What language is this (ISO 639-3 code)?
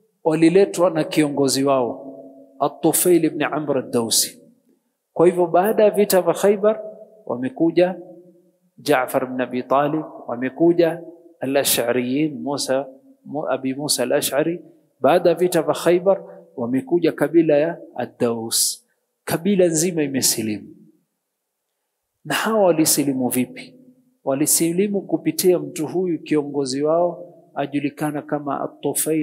swa